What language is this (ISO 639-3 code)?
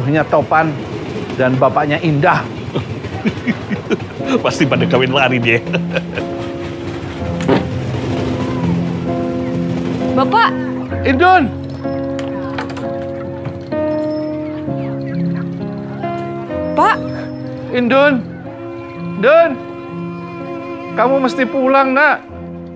ind